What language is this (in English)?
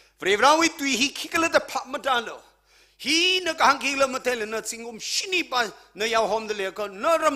Tangkhul Naga (India)